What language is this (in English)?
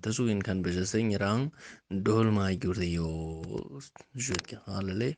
Ladakhi